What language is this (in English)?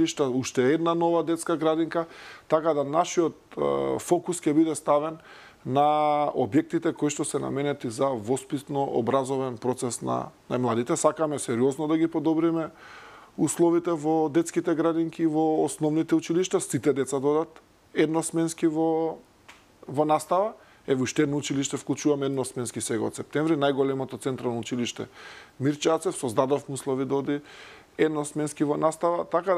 Macedonian